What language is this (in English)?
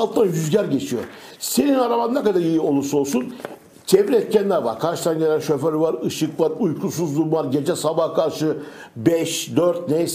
Turkish